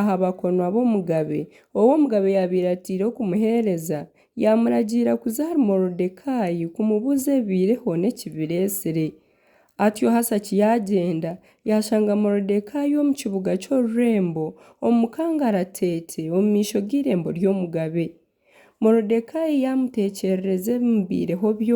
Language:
Nyankole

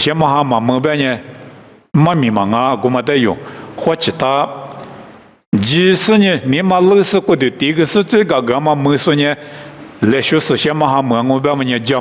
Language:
Lisu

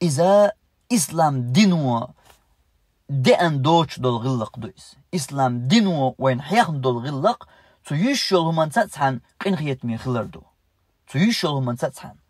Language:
Chechen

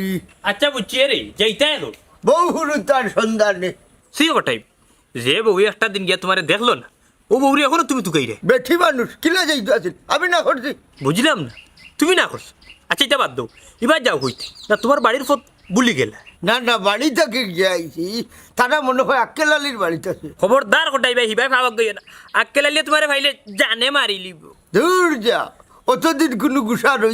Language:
Sylheti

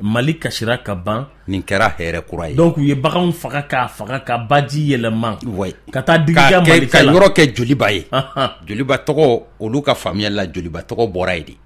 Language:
Bambara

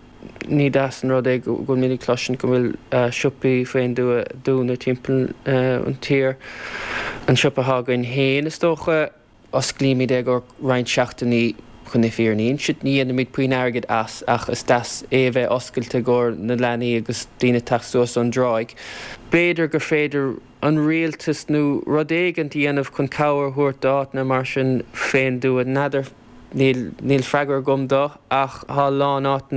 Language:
Irish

